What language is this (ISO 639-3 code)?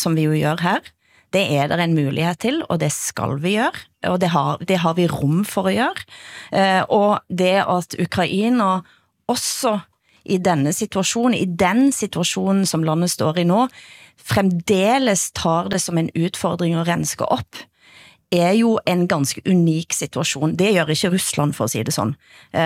nor